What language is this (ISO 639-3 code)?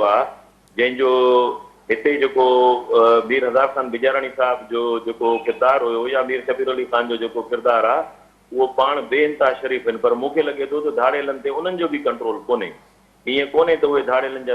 snd